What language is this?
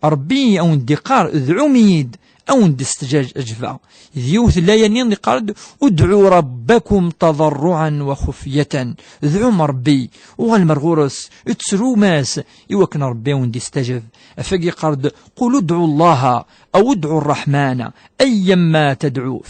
Kabyle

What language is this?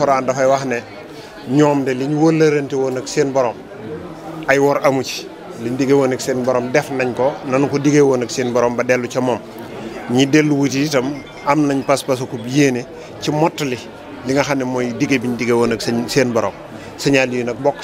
Wolof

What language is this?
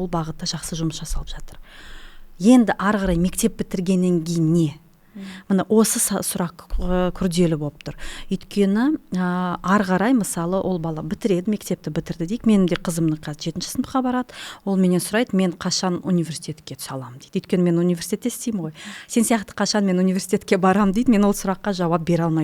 Kazakh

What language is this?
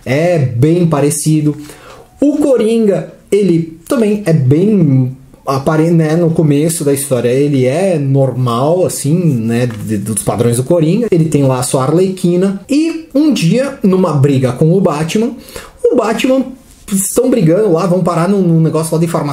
Portuguese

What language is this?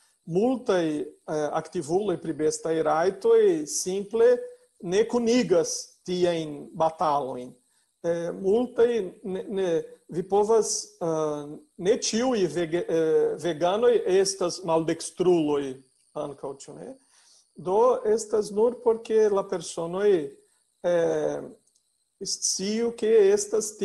Esperanto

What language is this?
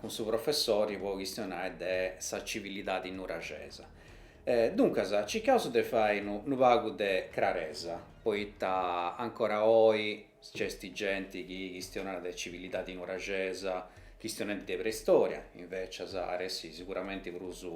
Sardinian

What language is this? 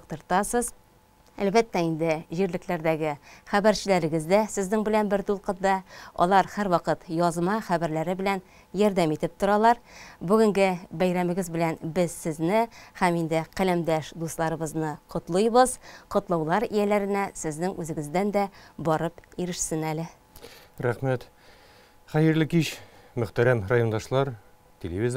Tatar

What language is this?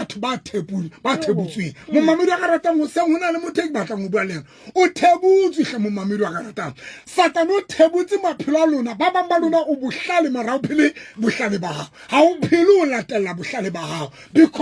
Southern Sotho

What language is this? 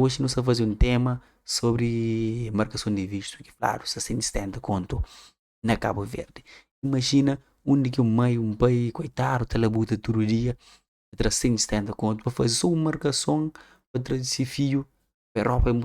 Kabuverdianu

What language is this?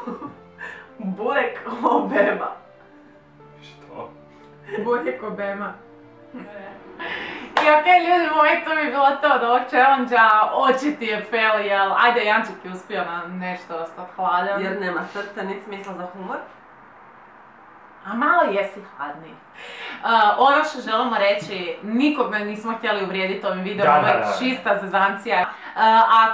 Croatian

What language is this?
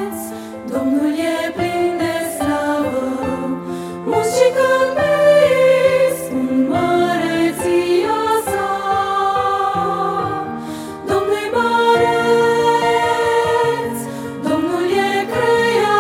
Romanian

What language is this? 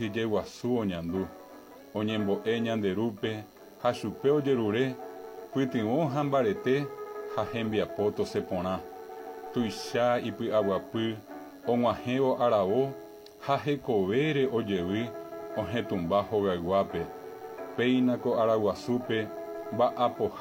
Guarani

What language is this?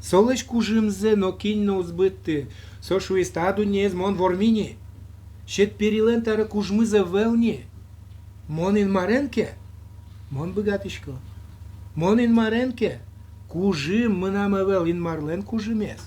Udmurt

